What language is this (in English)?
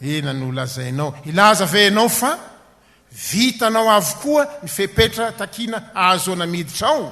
Malagasy